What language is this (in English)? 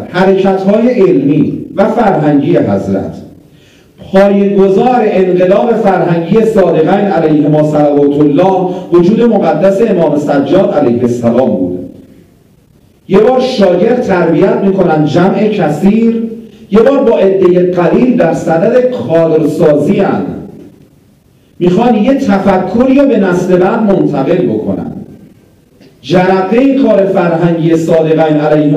Persian